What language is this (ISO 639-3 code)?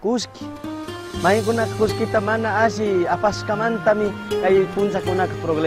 qug